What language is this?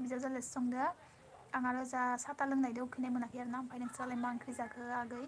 Bodo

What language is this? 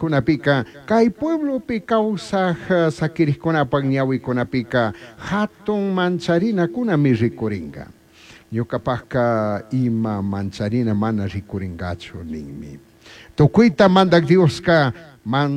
Chimborazo Highland Quichua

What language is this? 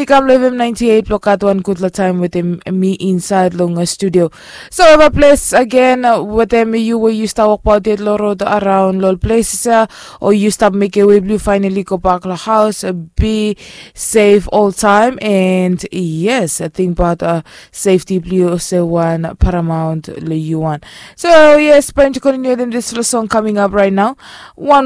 Bislama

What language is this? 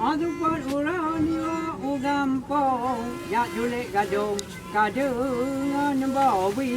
Achinese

